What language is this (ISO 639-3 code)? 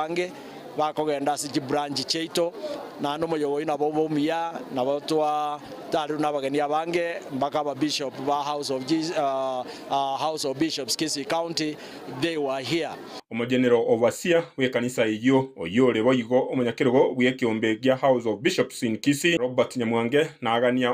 guz